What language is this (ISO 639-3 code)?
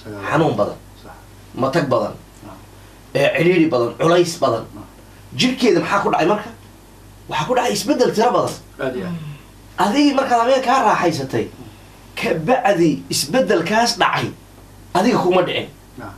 som